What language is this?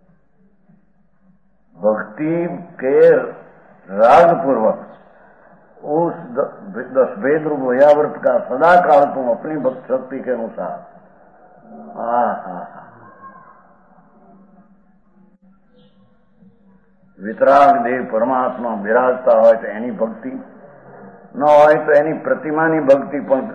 Gujarati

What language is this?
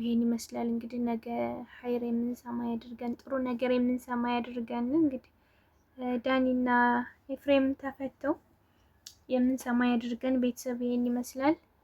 Amharic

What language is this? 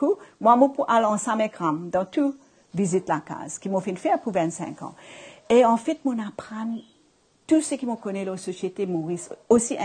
Morisyen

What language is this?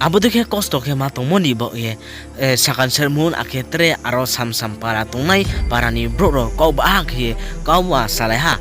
Riang (India)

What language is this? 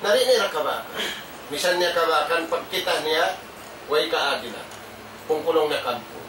Tausug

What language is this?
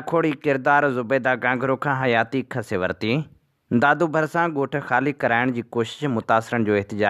Sindhi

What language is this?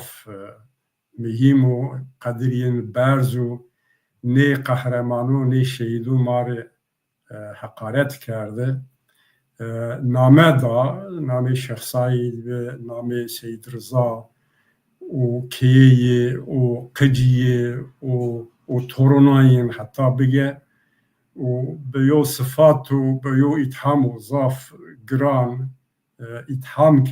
Zaza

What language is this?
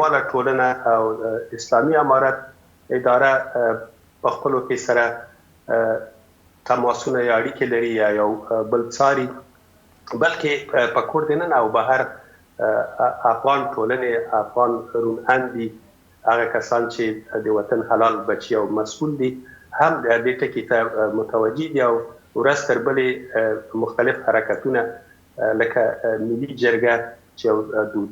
Pashto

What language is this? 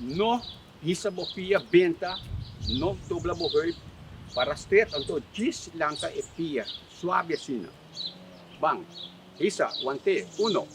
Papiamento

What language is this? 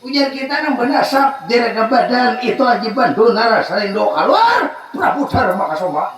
Banjar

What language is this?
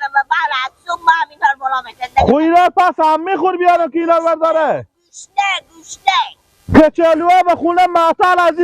Persian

